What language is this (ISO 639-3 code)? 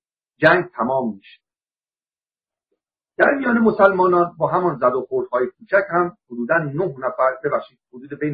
fas